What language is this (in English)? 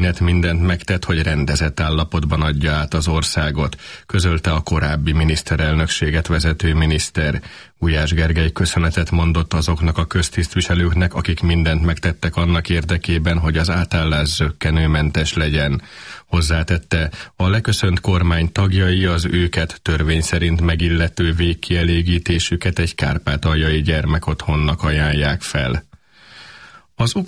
Hungarian